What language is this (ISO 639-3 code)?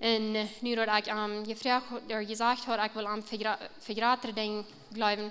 pdt